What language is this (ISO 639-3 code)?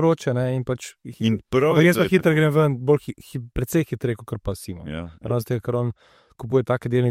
slv